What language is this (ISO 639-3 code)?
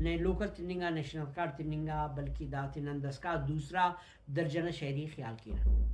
brh